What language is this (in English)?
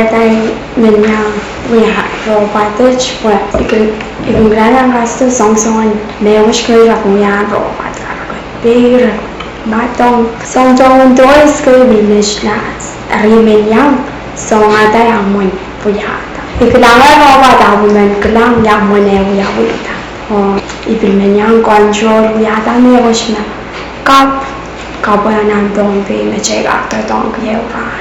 Pohnpeian